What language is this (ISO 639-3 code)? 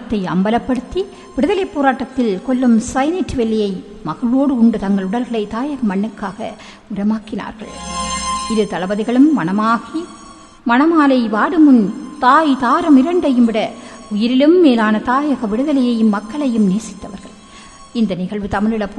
tam